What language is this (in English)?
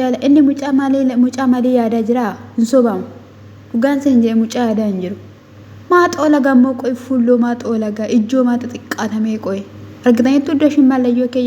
Oromo